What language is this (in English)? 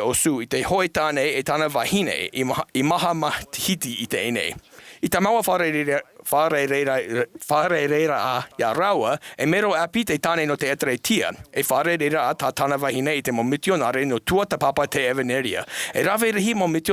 Tahitian